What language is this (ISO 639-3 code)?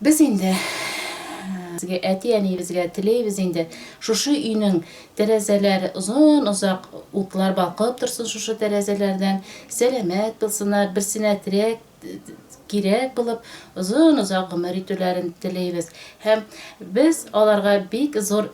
tat